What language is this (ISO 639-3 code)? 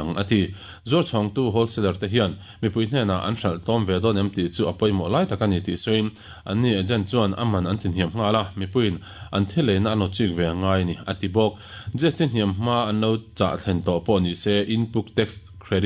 lus